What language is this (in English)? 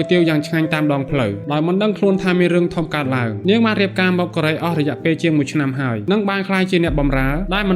Khmer